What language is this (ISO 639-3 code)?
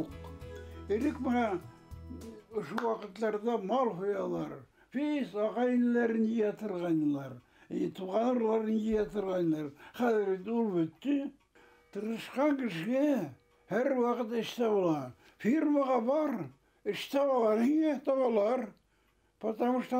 bak